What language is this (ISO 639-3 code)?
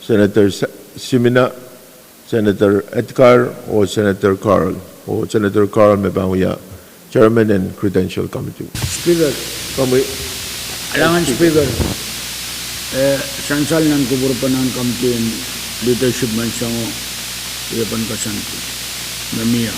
pon